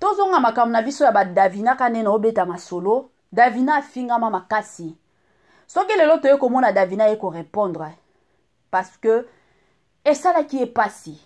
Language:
Lingala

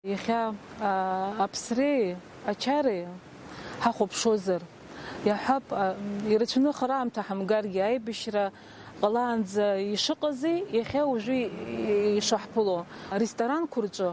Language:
Abkhazian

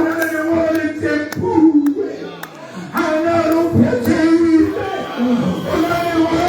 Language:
Southern Sotho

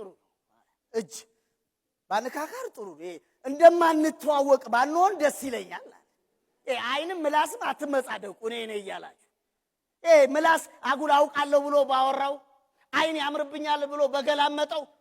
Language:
Amharic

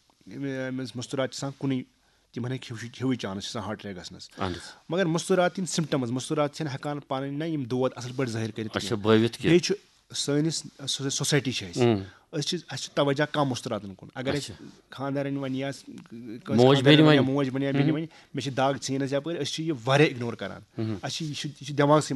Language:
Kashmiri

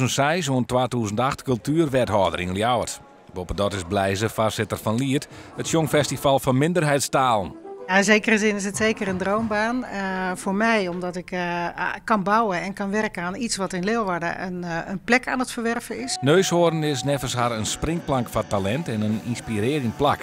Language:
Western Frisian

